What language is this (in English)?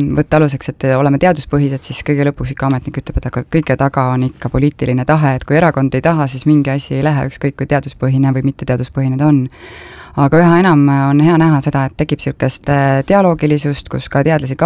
Estonian